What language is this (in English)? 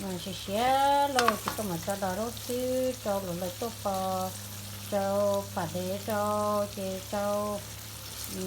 Hmong